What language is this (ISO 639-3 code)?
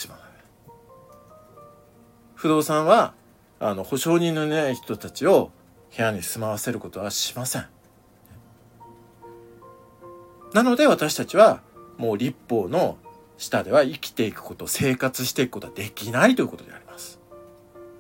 jpn